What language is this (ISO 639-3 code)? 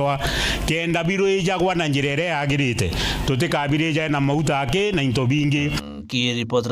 mer